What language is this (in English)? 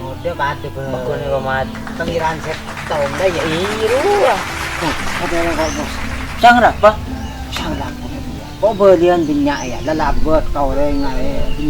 Madurese